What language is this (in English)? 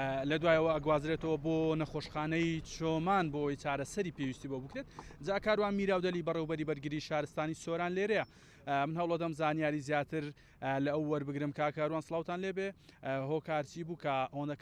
Central Kurdish